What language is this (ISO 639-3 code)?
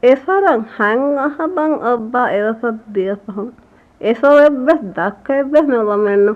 div